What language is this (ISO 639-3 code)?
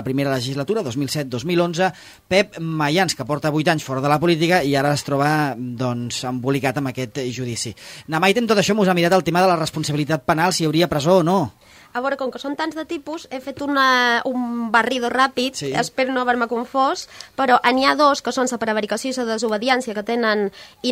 cat